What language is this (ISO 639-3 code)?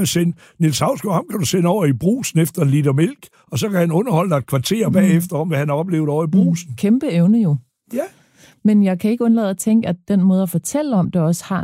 dan